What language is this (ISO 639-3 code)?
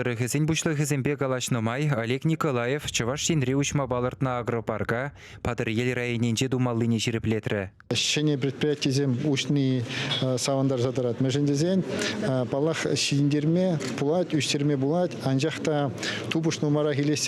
chv